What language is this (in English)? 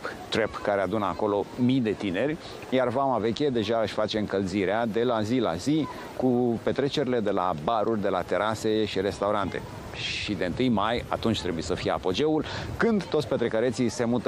Romanian